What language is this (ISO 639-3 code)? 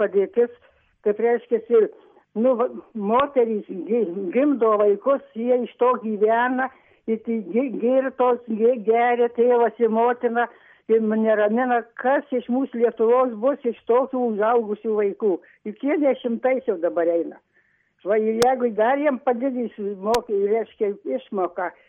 lit